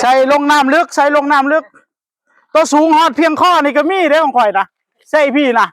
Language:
Northeastern Thai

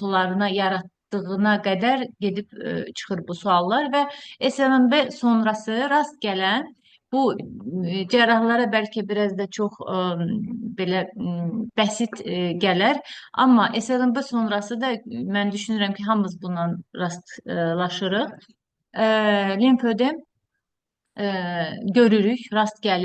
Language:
Azerbaijani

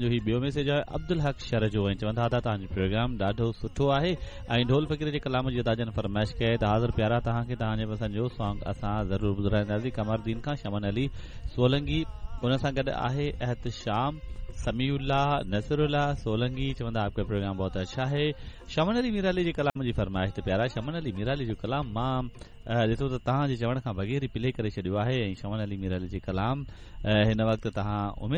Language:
Sindhi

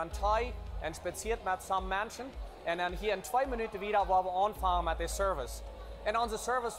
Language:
Plautdietsch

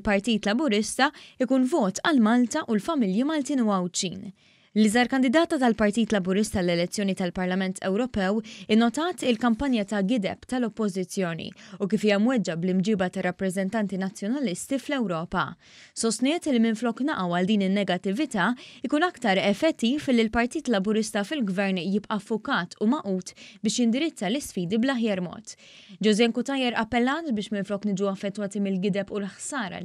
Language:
Maltese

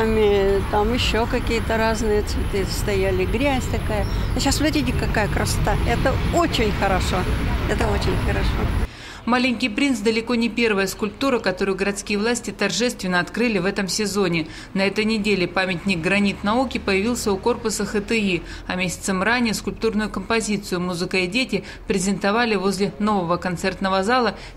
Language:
Russian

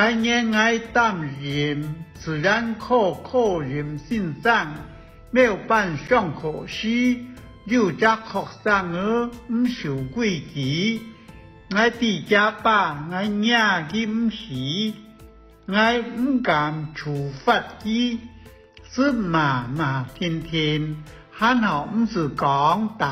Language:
Hakka Chinese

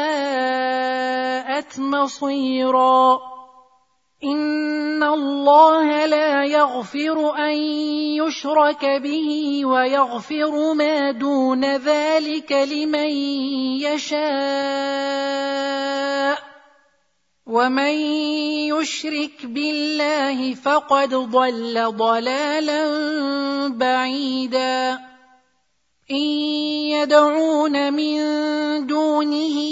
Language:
Arabic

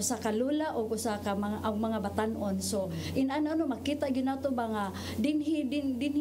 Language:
Cebuano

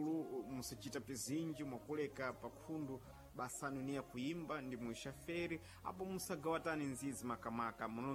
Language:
Sena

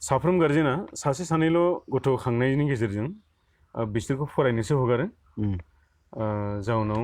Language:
Bodo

